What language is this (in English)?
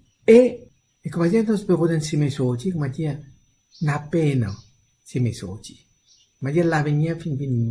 Morisyen